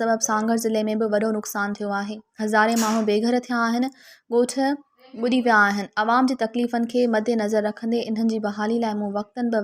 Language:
Sindhi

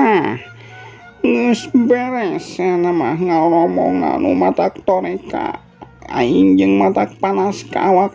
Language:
Sundanese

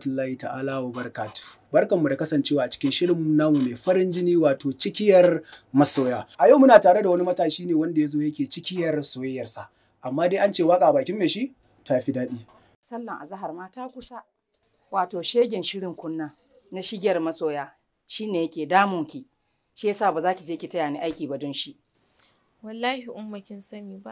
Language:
Hausa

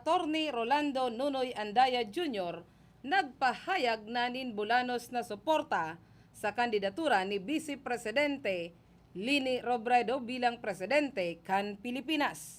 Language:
Bikol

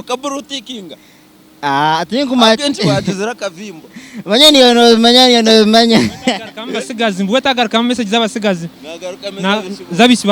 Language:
Nyankole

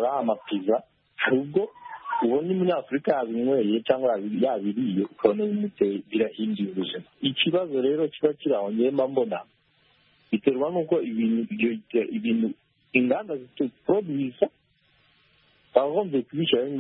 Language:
Kinyarwanda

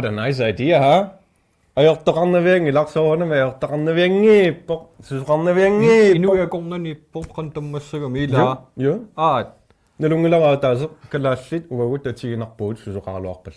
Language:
Kalaallisut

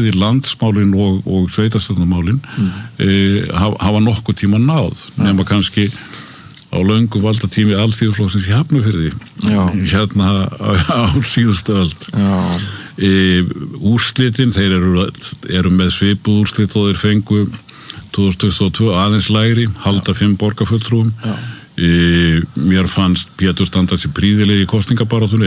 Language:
Icelandic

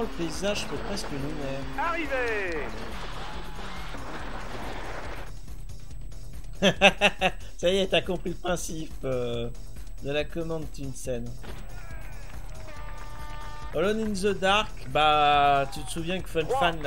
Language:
French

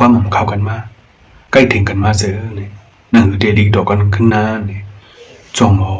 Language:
Shan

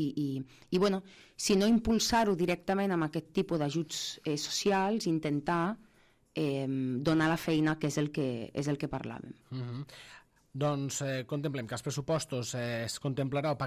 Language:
Catalan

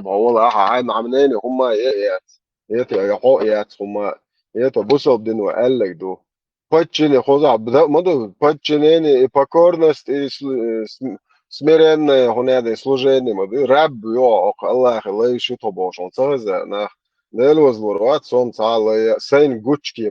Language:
Chechen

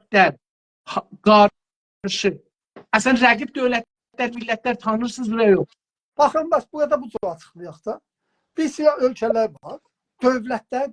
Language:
South Azerbaijani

